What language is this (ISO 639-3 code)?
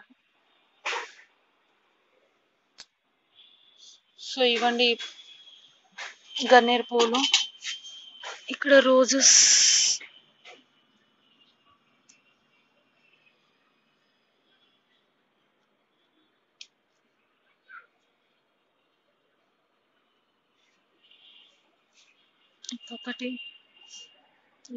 tel